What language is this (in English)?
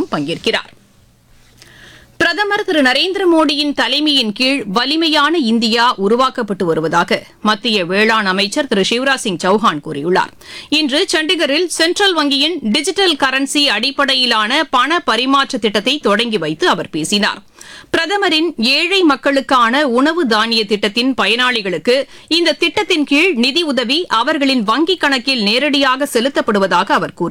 Tamil